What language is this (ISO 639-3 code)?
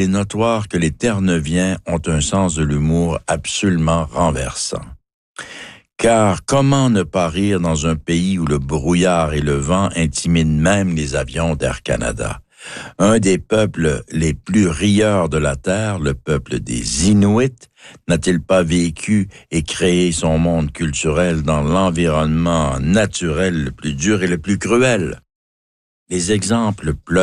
fra